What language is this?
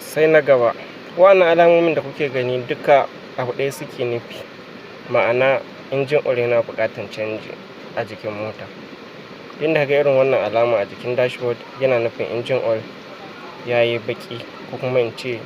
Hausa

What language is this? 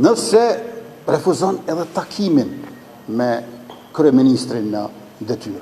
Albanian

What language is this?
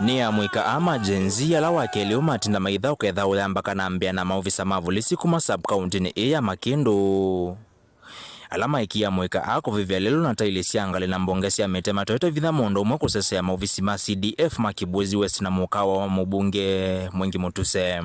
Kamba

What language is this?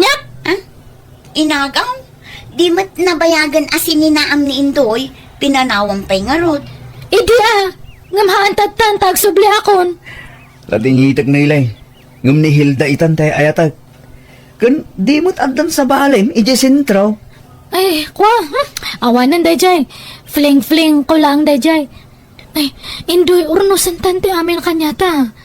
Iloko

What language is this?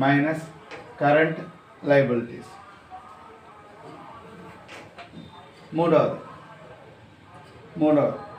Telugu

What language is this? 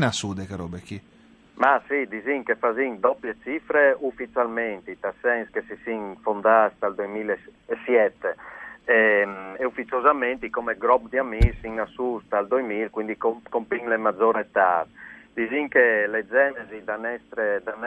Friulian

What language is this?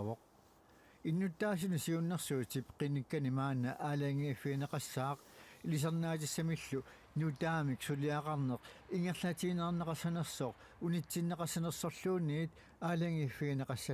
Kalaallisut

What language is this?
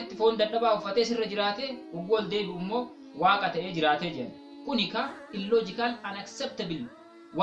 Oromo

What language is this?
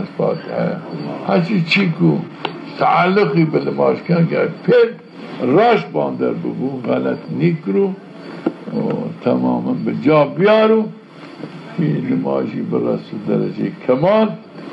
Zaza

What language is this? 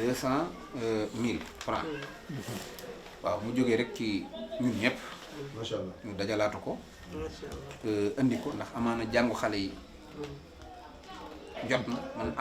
Wolof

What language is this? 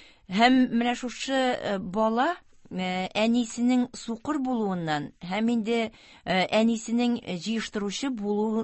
Tatar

